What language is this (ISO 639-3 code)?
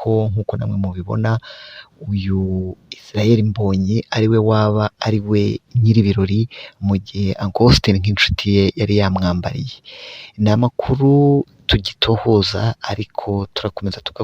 kin